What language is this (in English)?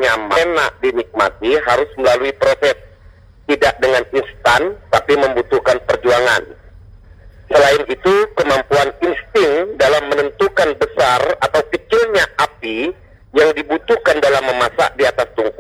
Indonesian